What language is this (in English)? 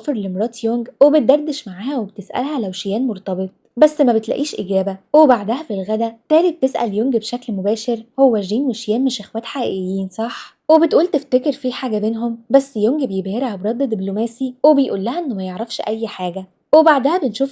Egyptian Arabic